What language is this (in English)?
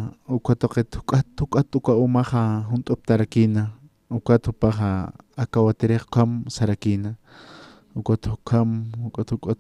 Aymara